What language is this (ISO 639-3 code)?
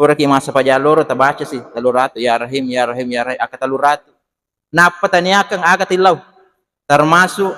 bug